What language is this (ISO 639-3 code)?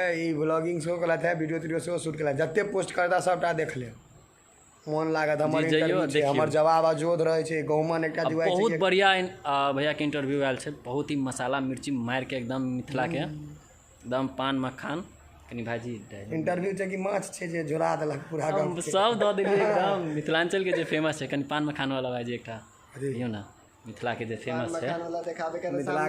mai